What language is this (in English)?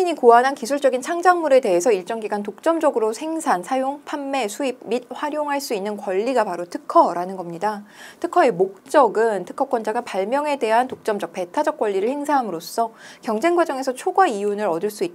Korean